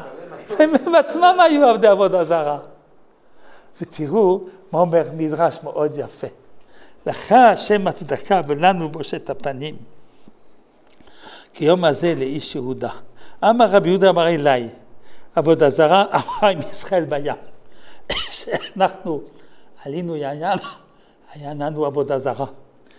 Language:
Hebrew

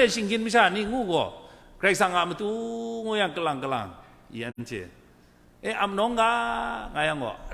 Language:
Kachin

